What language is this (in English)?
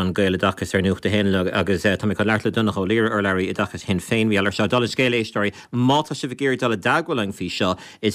Irish